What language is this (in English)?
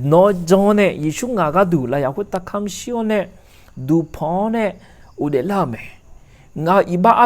Akha